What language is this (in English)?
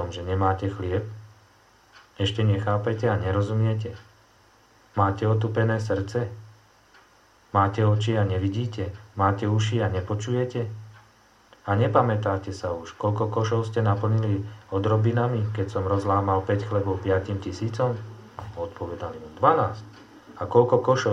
Slovak